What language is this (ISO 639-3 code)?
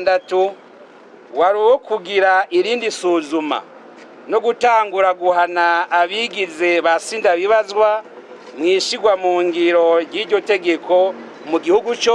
run